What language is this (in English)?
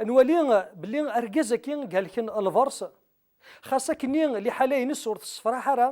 Kabyle